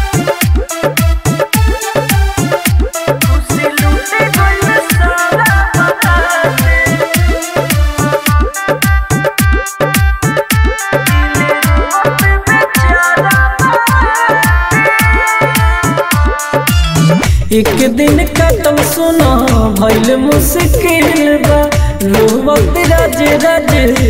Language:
Bhojpuri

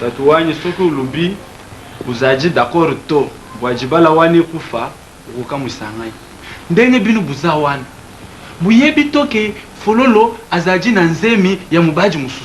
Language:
Lingala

